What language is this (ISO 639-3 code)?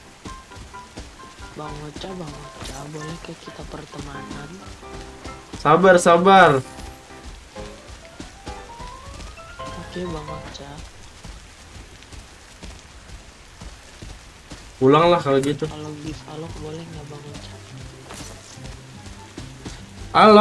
ind